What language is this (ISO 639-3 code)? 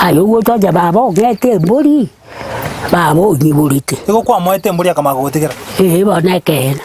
guz